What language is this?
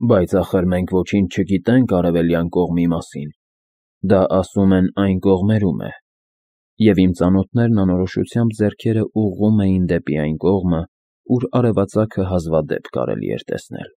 Armenian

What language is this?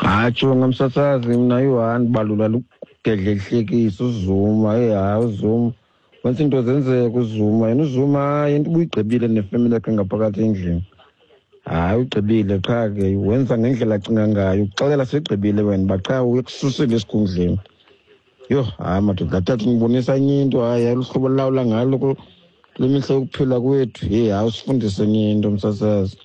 Xhosa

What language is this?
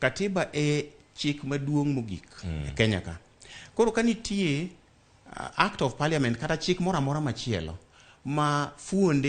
Luo (Kenya and Tanzania)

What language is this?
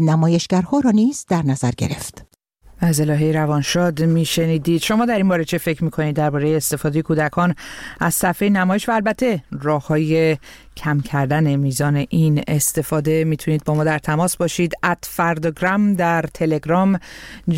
Persian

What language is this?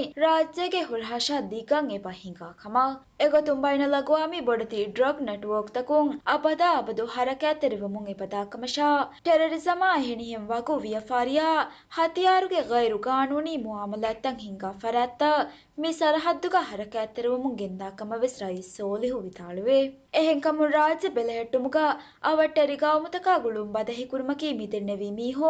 Divehi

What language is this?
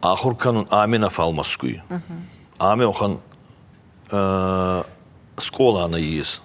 Ossetic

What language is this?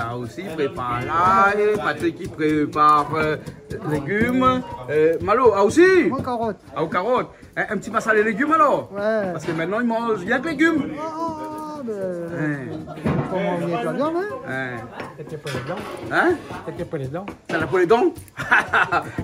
Réunion Creole French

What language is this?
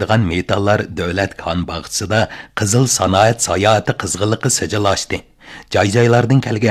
Uyghur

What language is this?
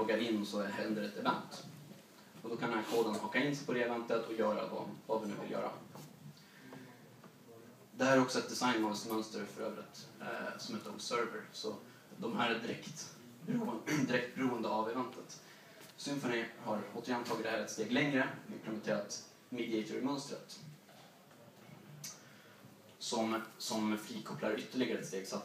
Swedish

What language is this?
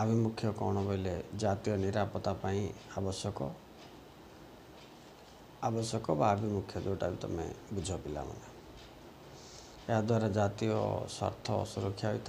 Odia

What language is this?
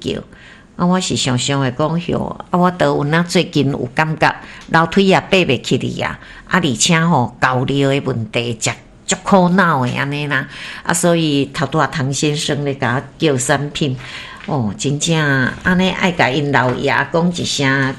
Min Nan Chinese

